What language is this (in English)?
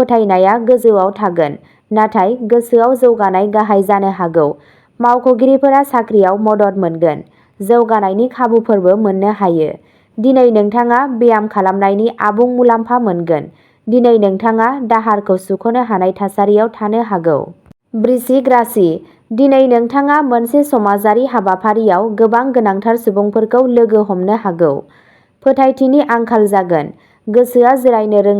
Bodo